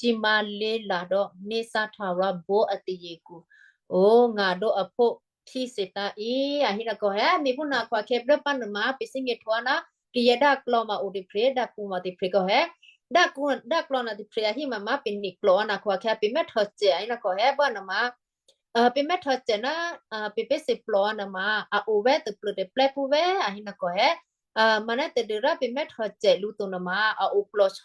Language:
Western Kayah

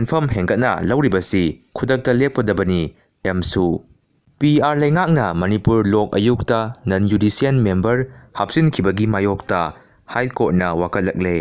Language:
Manipuri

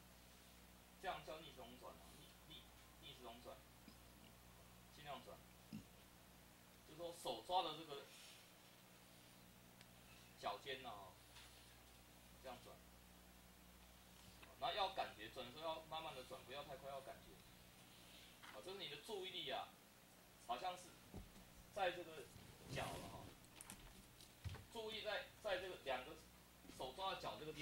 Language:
Chinese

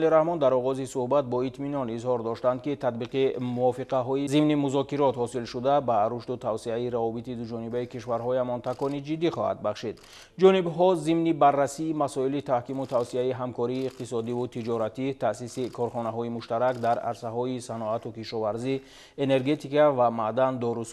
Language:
Tajik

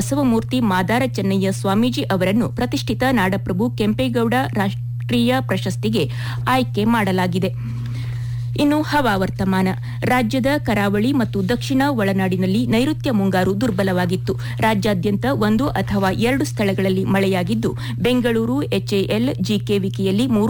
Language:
Kannada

